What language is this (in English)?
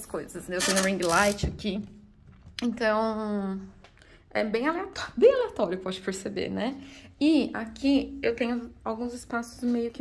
Portuguese